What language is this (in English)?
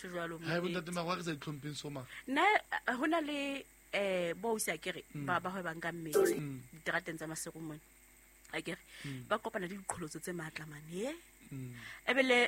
Southern Sotho